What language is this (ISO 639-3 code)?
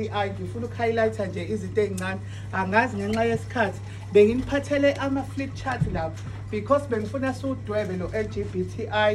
zul